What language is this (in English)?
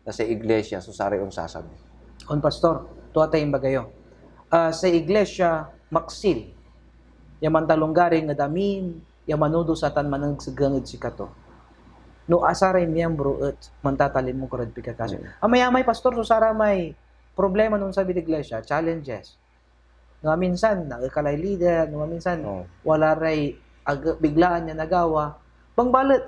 Pangasinan